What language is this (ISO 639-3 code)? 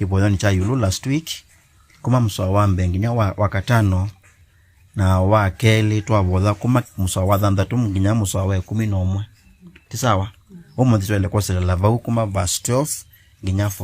kam